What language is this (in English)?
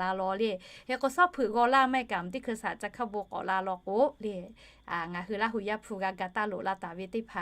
Lahu